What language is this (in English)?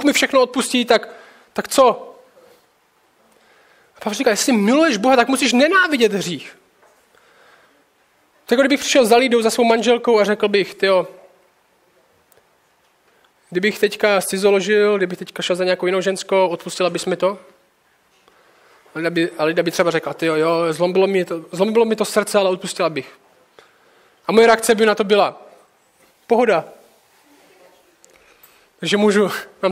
Czech